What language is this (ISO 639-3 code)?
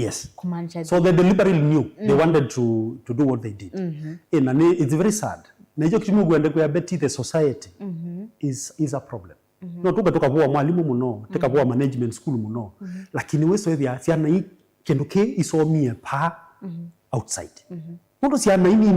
kam